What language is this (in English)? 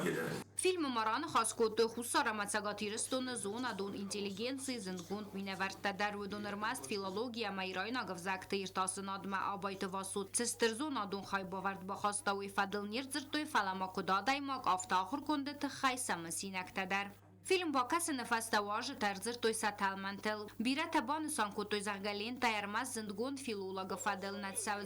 Ossetic